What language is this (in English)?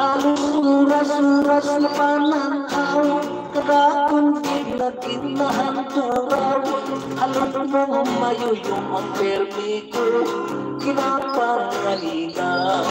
Hiligaynon